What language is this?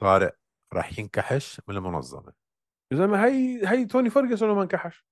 North Levantine Arabic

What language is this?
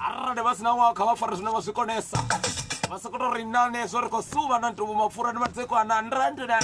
Venda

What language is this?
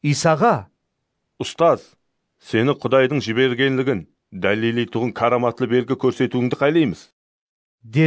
Kara-Kalpak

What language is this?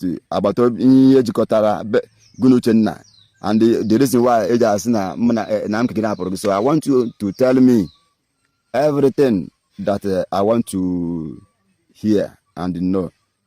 Igbo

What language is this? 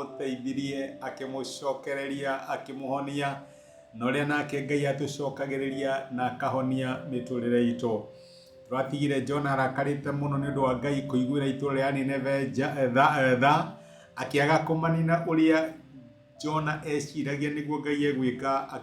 Kikuyu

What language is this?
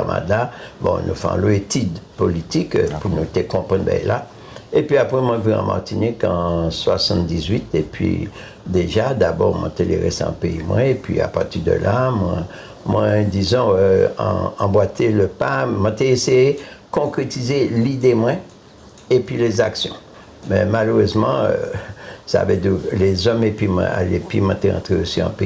Guadeloupean Creole French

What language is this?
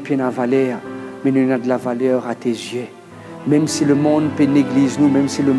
Morisyen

